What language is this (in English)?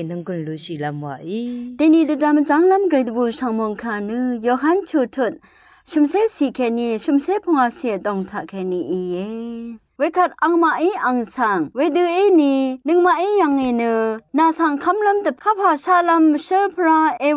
Rawang